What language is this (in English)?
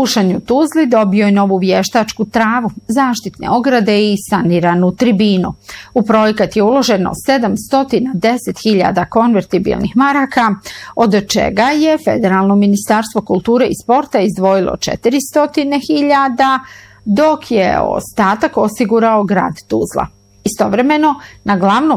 Bosnian